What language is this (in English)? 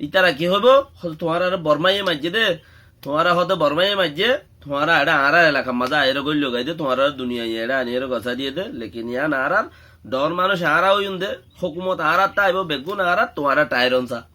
Rohingya